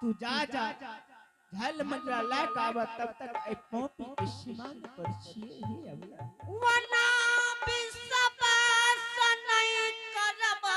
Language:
Angika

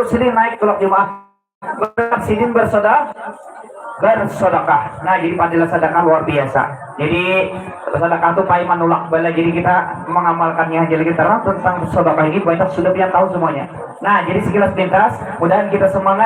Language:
Banjar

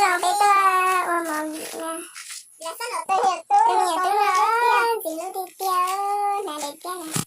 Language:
Hmong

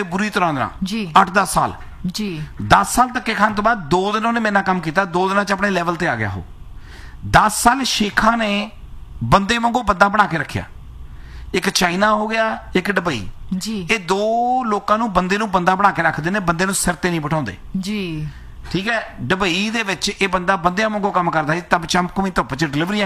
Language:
Punjabi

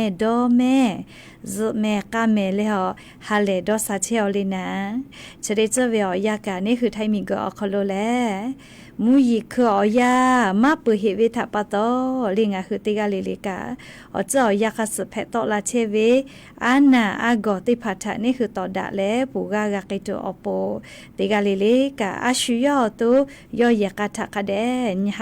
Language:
Lahu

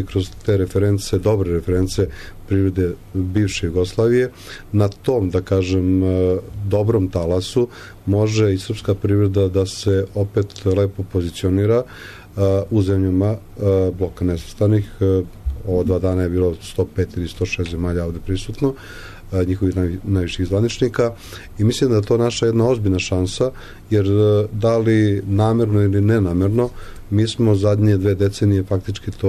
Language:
Serbian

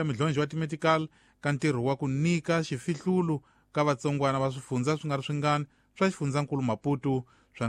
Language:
Tsonga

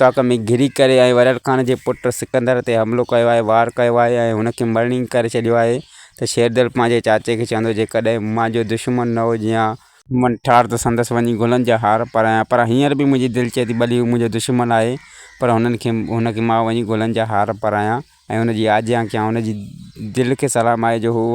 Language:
Sindhi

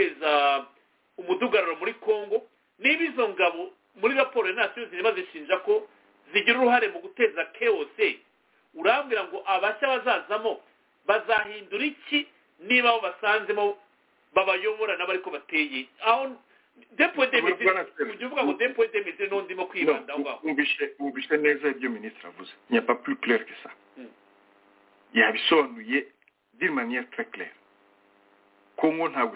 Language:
Kinyarwanda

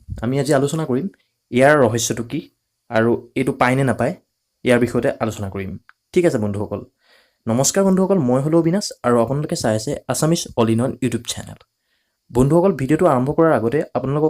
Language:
Assamese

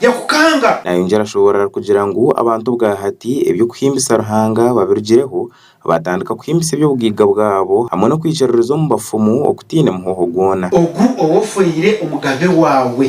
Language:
Nyankole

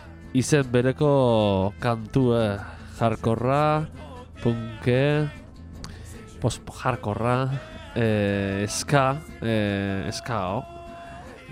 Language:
Basque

